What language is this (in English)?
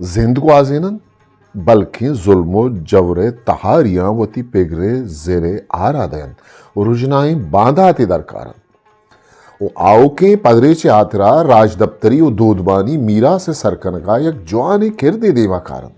Eastern Balochi